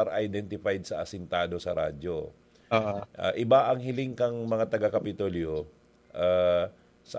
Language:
Bikol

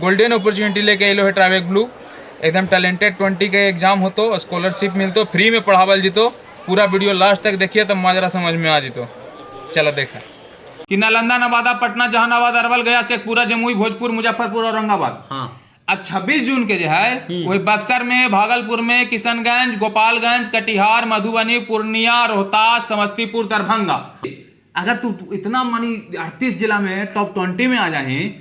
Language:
Magahi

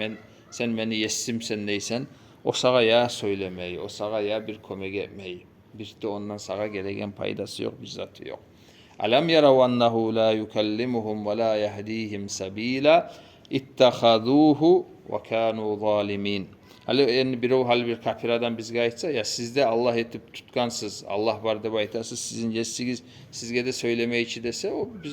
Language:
Kumyk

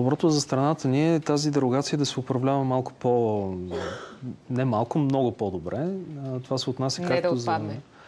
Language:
Bulgarian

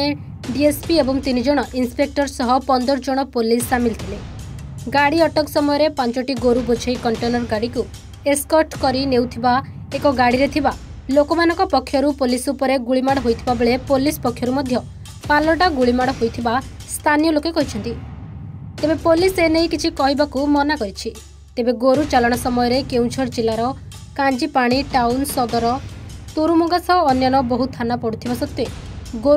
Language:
Odia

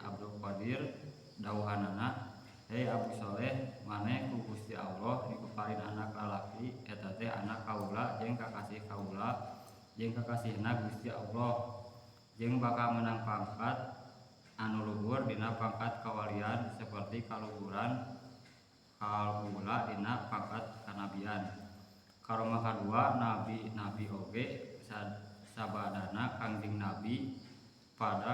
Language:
Sundanese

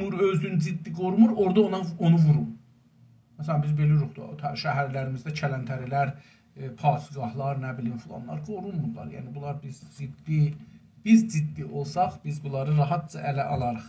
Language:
South Azerbaijani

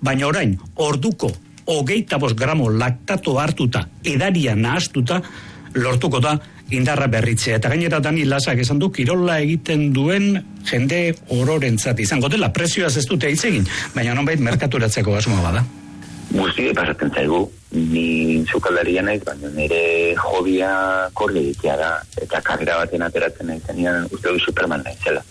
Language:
Basque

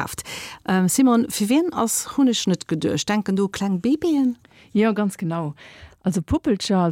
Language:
Luxembourgish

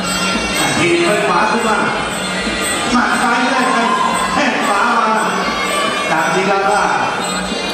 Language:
Thai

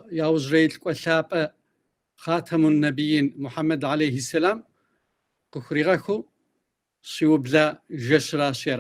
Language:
Kabardian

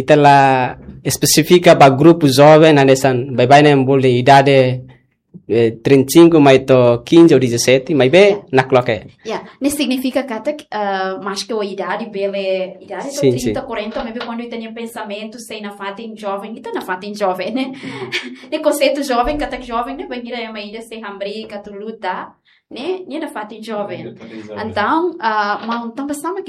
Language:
Tetum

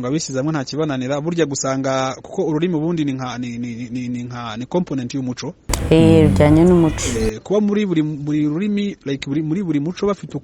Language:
Kinyarwanda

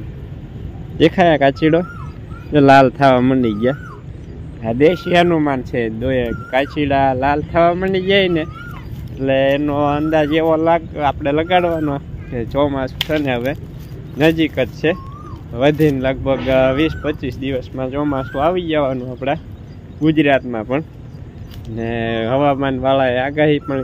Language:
Gujarati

